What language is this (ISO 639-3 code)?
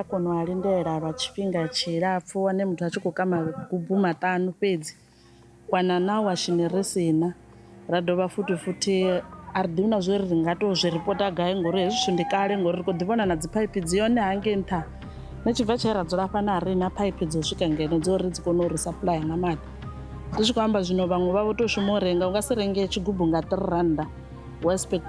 ven